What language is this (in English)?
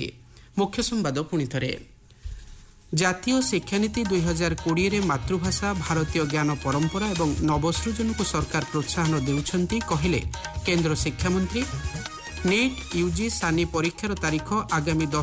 Odia